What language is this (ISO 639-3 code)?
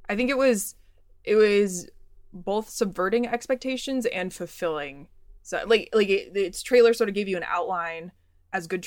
eng